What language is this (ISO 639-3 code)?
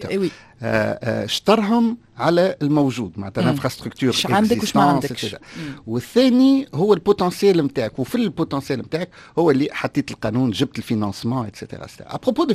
aeb